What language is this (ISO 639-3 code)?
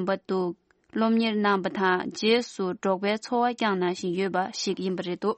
bod